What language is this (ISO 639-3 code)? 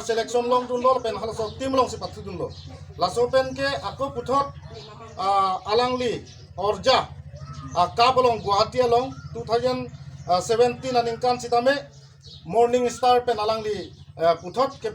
mjw